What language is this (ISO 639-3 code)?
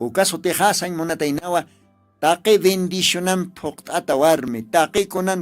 aym